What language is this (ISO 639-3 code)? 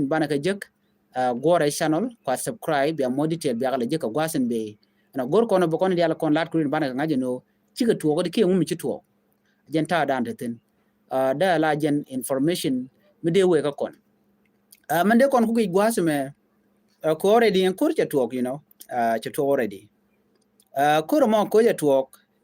nus